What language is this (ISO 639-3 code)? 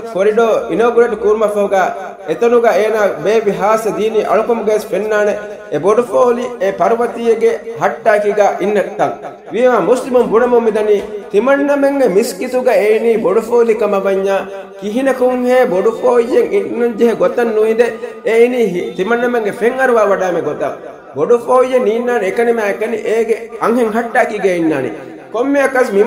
div